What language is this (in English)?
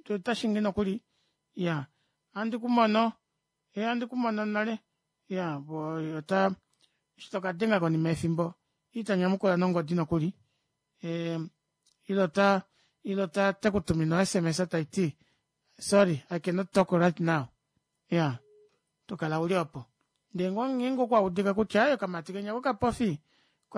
Kuanyama